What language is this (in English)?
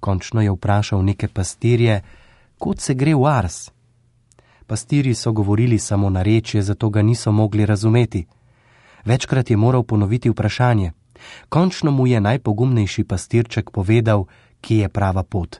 Slovenian